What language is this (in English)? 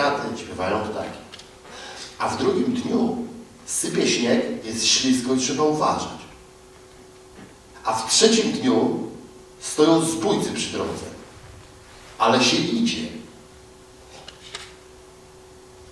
Polish